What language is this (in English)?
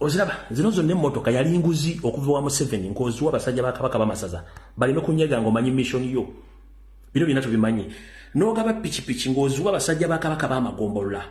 Ganda